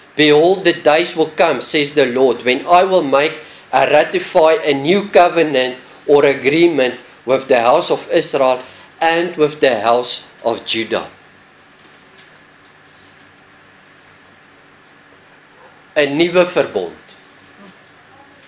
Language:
Afrikaans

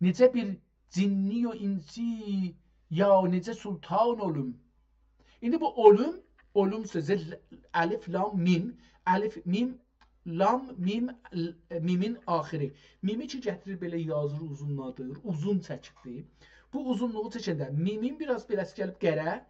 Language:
South Azerbaijani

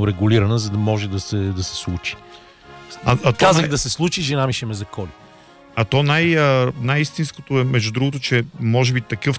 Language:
Bulgarian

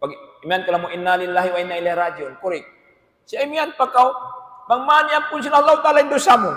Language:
Tausug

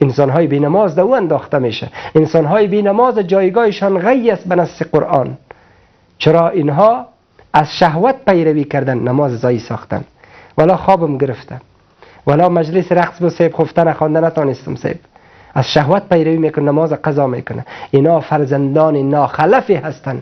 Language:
Persian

